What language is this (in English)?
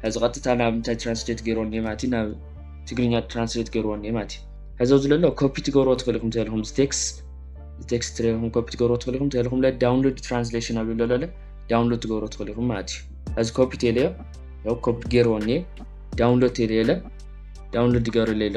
Tigrinya